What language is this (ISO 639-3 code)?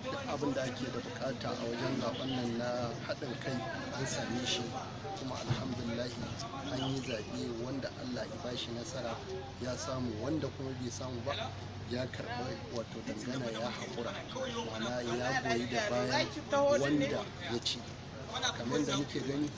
hau